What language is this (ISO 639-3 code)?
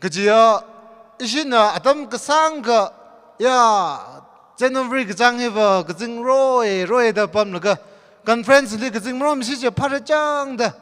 nmf